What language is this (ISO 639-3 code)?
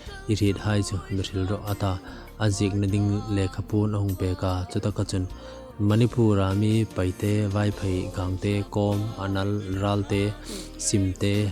hmr